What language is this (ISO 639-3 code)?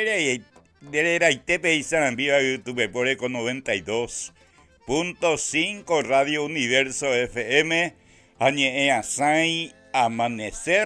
grn